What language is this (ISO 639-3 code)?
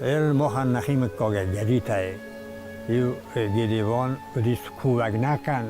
oss